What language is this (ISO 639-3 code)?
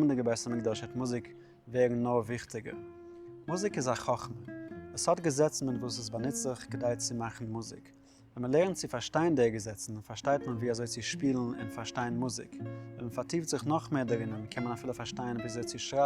yid